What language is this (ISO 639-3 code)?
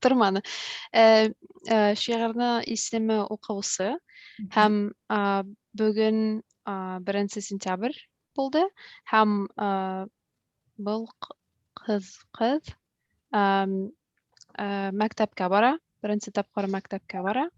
bak